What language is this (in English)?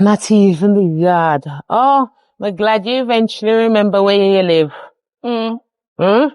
Jamaican Creole English